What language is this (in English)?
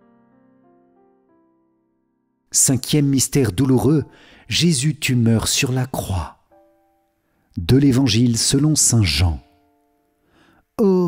French